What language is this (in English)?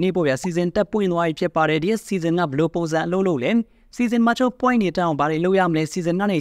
Burmese